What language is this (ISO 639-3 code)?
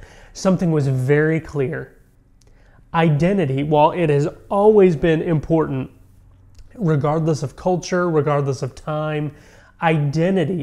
eng